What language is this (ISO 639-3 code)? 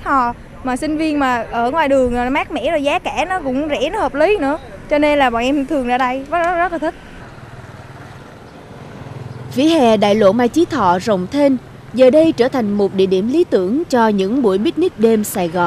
vie